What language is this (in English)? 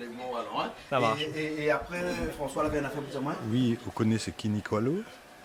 Réunion Creole French